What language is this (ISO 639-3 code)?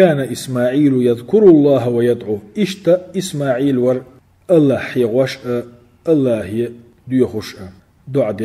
che